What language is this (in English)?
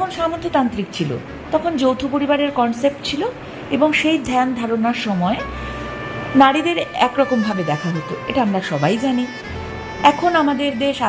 Bangla